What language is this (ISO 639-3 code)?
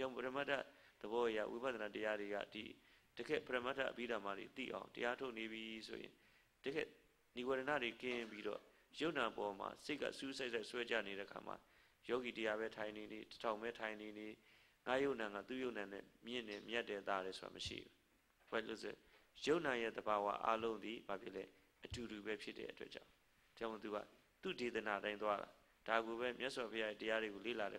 mya